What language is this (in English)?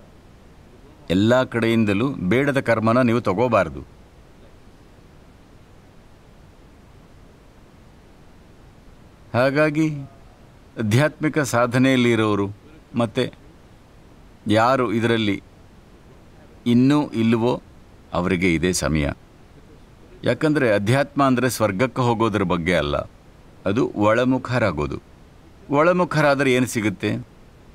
Kannada